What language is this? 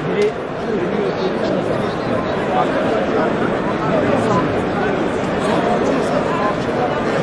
Turkish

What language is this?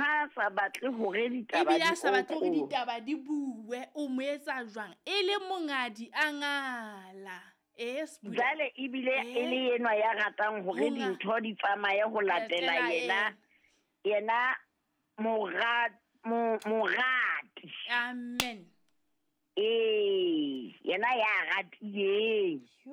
Southern Sotho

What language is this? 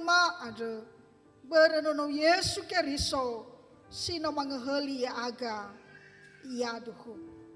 Nias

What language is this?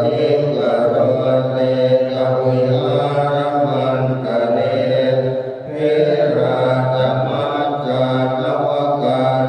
Pali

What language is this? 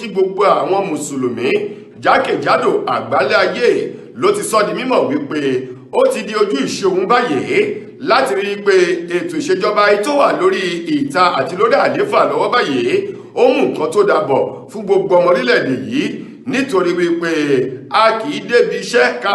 Yoruba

